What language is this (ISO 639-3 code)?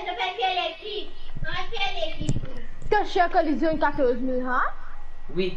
mfe